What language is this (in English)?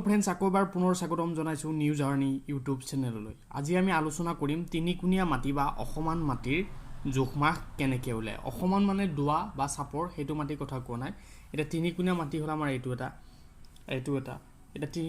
Assamese